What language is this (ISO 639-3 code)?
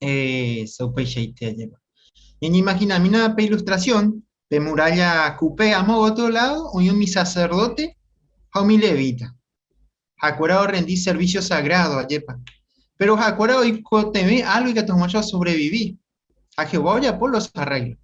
grn